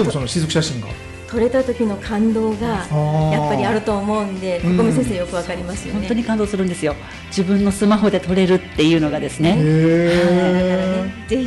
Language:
Japanese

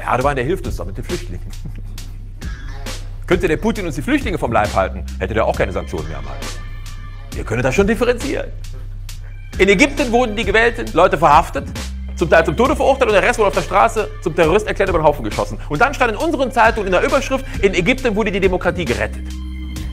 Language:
German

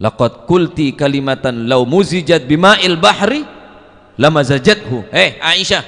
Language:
Madurese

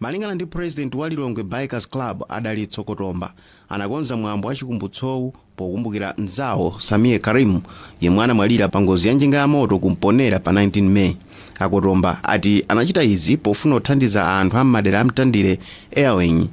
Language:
Nyanja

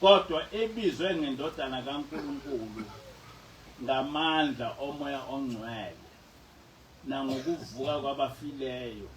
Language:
Zulu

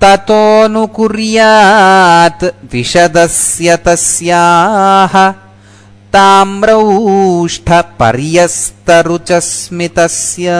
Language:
Sanskrit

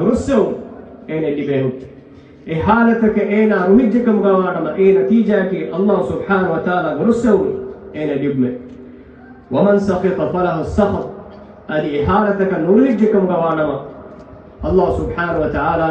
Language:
Divehi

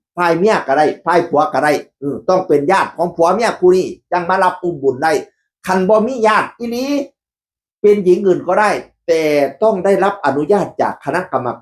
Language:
Northeastern Thai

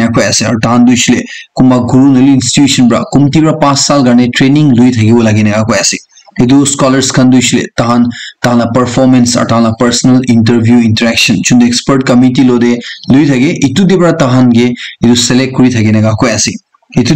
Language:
Naga Pidgin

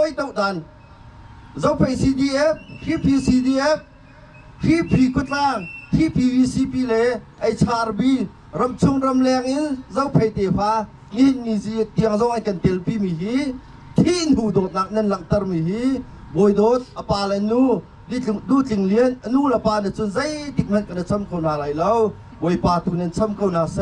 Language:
Hakha Chin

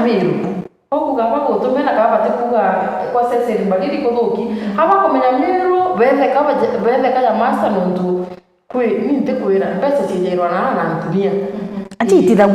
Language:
Meru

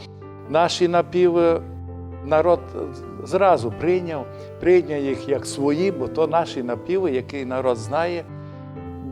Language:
Rusyn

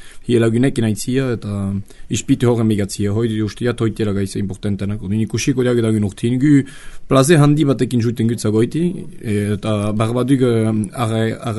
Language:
Basque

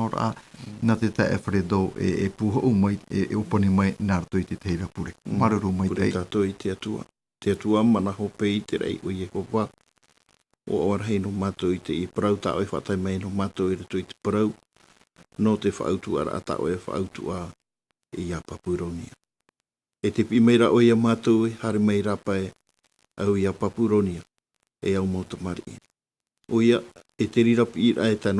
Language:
Tahitian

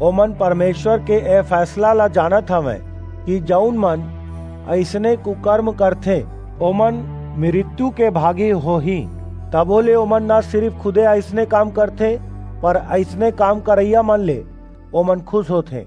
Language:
Chhattisgarhi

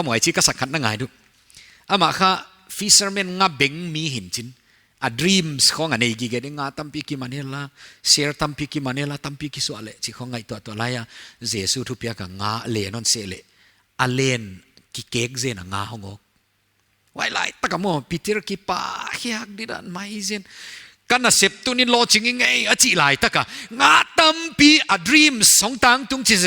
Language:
Paite Chin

